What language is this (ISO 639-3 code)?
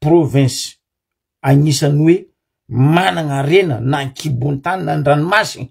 mlg